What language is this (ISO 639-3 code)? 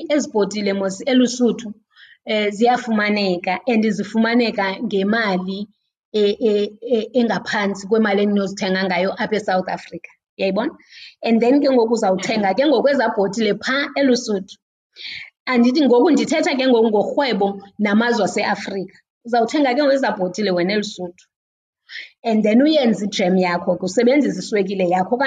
xho